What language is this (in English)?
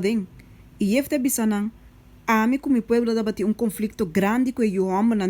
Papiamento